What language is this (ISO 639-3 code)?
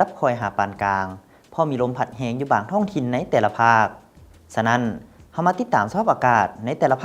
lao